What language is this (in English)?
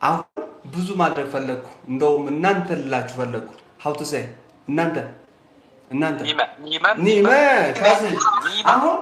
Amharic